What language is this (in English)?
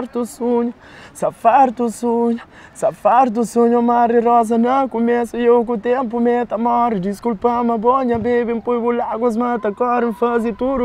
Kabuverdianu